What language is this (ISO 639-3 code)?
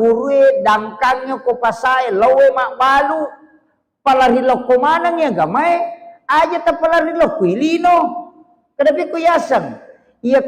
bug